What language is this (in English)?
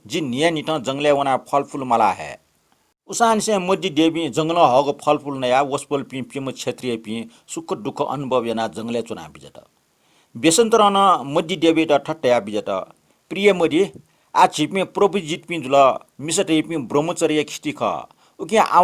Newari